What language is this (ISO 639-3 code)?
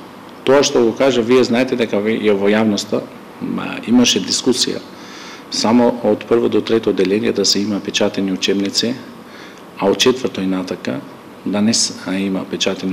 mkd